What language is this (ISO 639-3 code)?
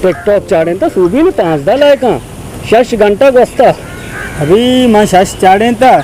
bal